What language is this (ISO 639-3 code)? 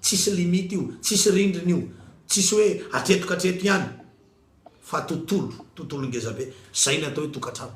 mlg